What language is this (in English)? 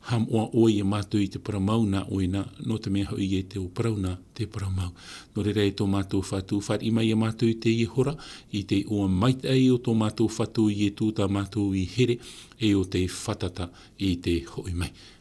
Tahitian